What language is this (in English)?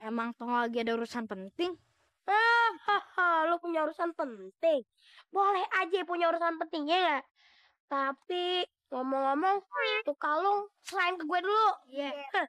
Betawi